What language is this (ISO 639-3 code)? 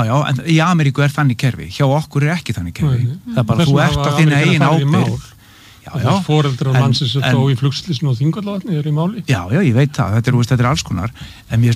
isl